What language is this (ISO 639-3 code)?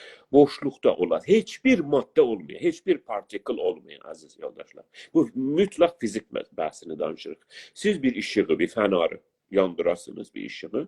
azb